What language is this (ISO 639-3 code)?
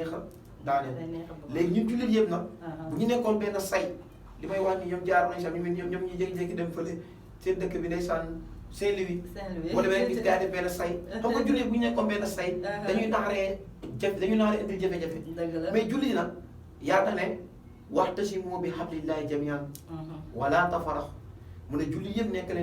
wol